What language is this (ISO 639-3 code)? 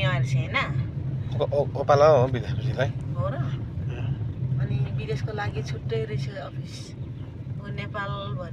nep